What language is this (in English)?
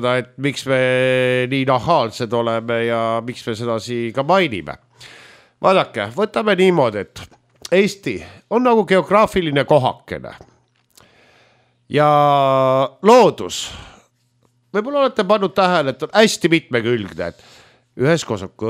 Estonian